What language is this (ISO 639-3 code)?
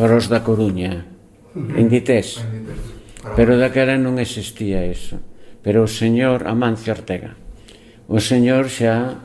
glg